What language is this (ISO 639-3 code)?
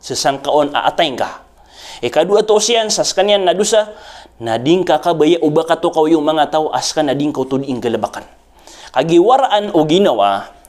mrw